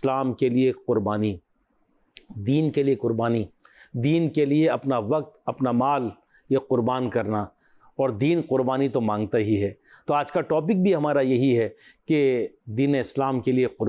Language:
Urdu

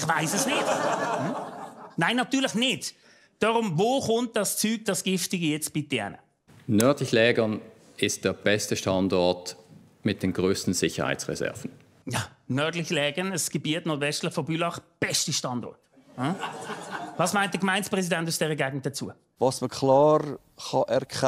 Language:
Swiss German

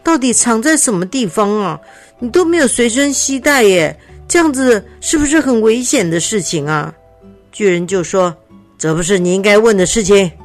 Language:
Chinese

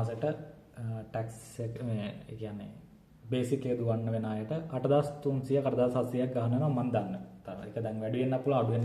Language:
Sinhala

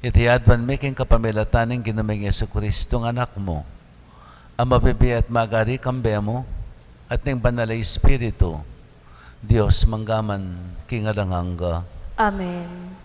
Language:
Pampanga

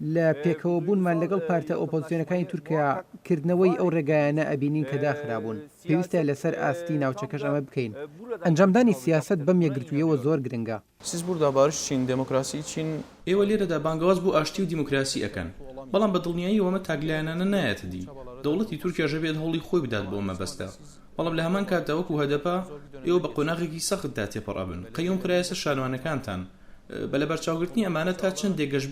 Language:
Central Kurdish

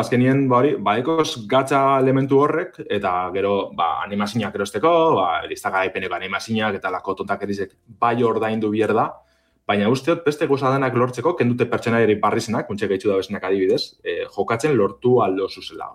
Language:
Basque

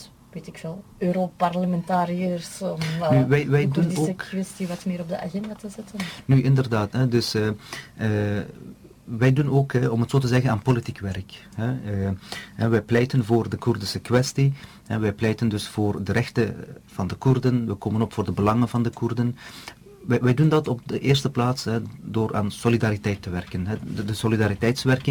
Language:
Dutch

